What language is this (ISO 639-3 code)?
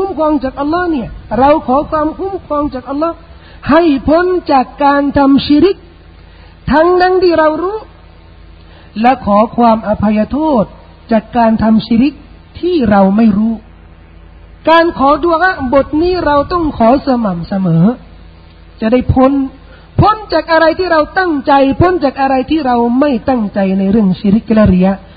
tha